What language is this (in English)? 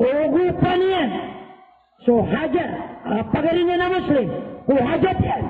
Maranao